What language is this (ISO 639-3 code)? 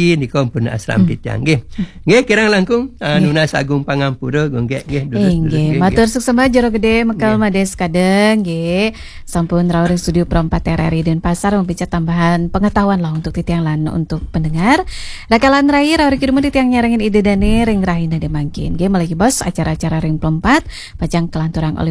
ban